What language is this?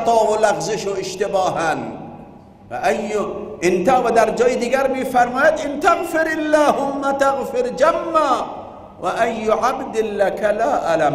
Persian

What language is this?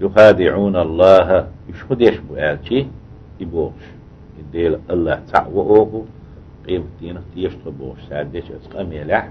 Chechen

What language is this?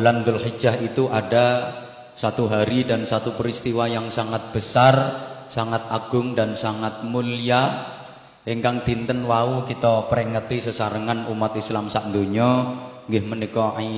Javanese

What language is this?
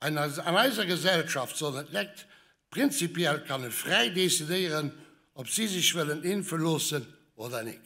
Luxembourgish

